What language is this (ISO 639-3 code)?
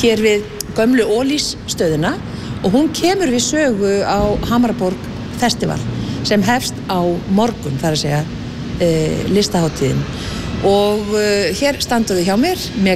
isl